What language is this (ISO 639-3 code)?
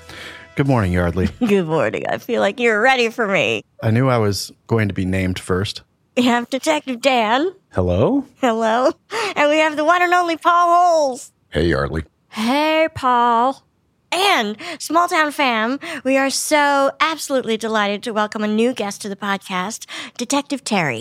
eng